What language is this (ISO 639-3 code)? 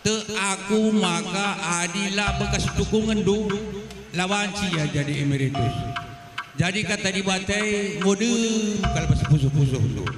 btx